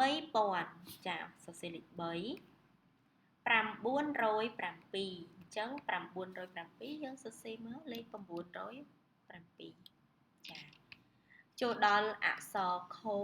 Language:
Khmer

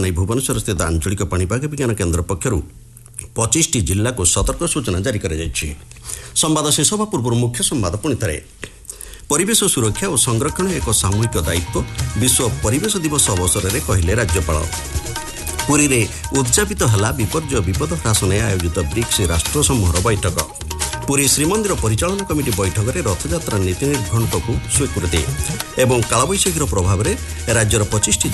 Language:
Odia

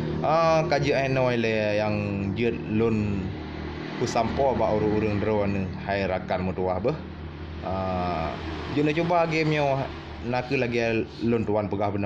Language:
Achinese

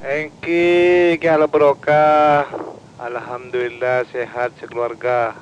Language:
Madurese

